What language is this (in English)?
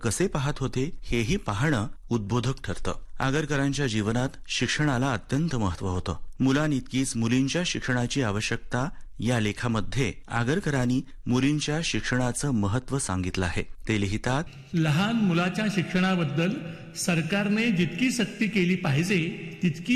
Marathi